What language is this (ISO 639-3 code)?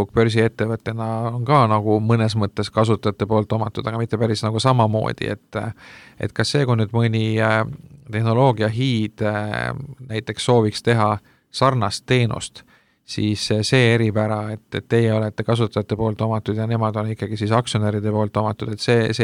est